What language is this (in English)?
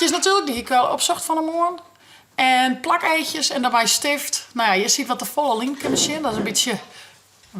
Western Frisian